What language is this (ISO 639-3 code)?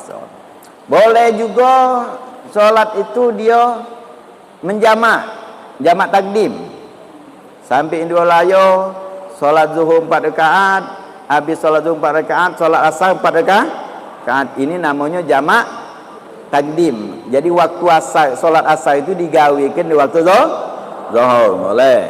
mui